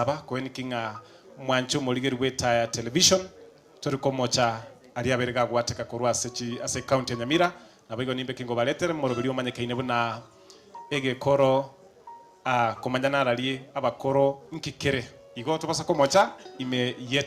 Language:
Gusii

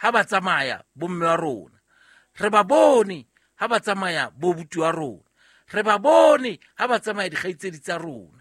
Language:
Southern Sotho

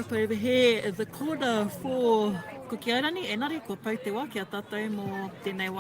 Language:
Māori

